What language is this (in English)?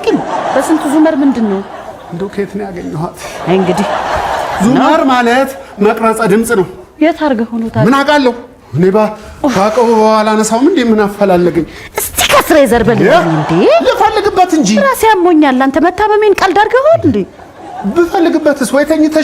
Amharic